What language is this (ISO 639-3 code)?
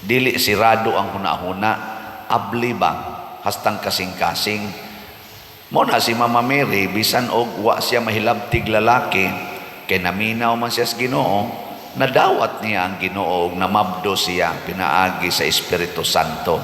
ceb